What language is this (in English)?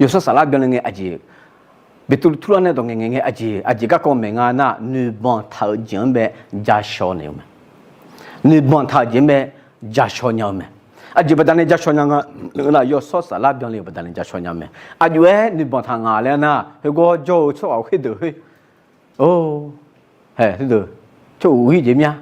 Akha